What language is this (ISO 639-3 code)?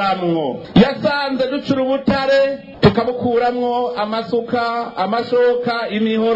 run